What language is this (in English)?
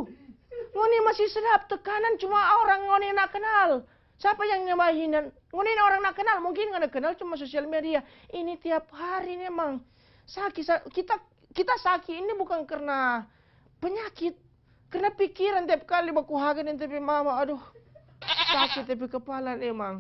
Manado Malay